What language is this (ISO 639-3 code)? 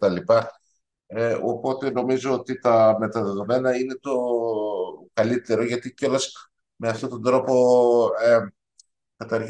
ell